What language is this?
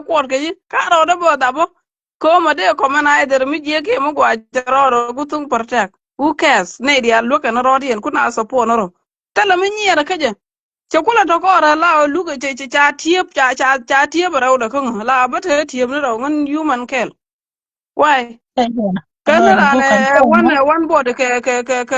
Nuer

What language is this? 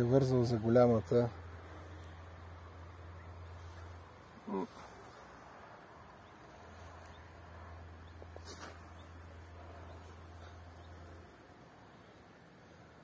Bulgarian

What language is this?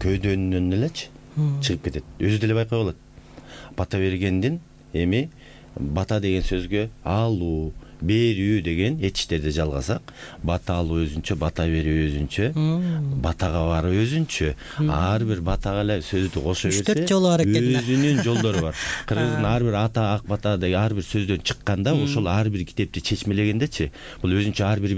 Kyrgyz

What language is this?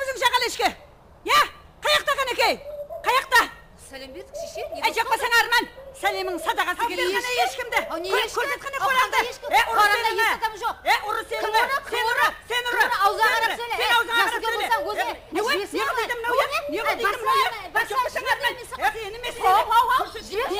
Kara-Kalpak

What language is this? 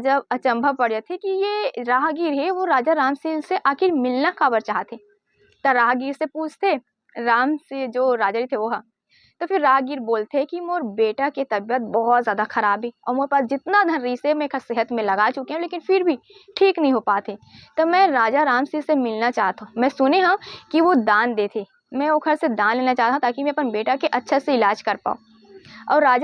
Chhattisgarhi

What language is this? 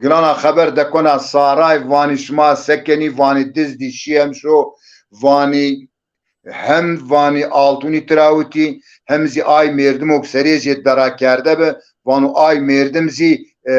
Zaza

